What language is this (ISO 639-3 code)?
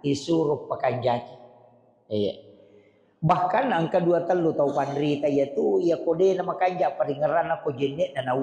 bug